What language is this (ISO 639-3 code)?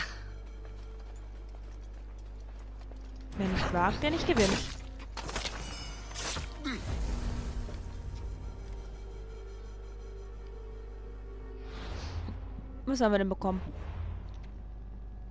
deu